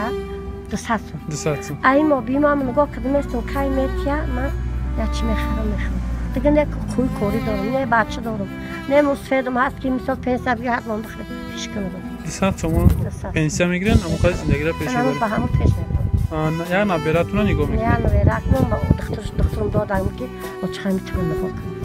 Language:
Tajik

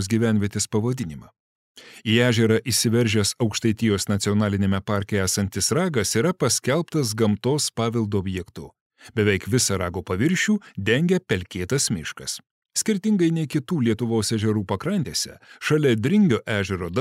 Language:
Lithuanian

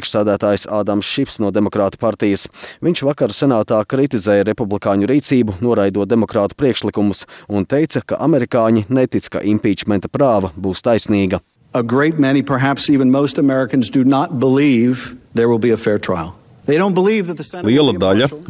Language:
Latvian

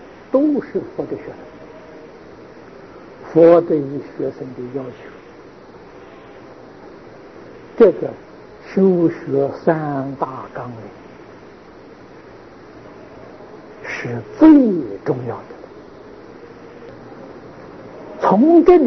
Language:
Chinese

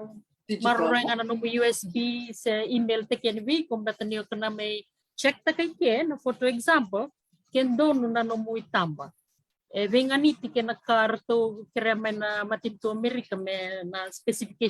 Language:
Fijian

